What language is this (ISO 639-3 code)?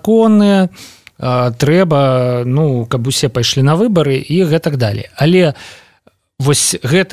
bel